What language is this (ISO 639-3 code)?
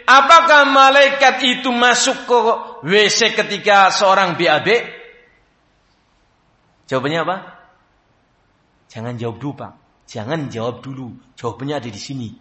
ind